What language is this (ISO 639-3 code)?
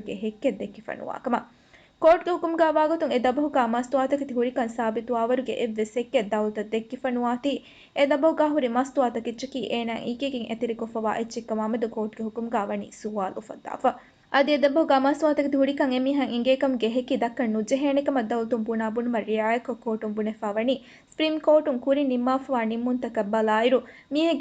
div